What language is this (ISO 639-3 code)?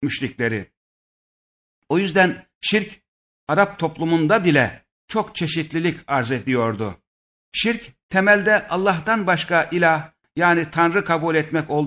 tur